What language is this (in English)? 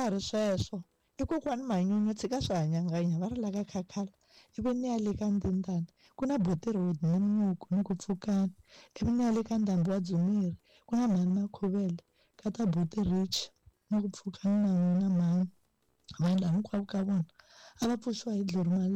Tsonga